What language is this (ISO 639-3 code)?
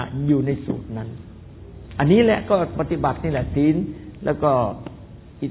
tha